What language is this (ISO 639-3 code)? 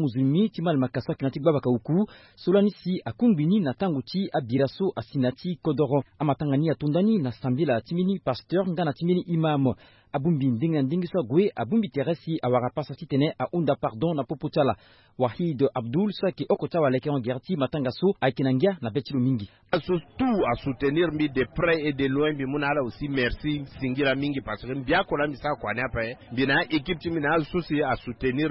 sag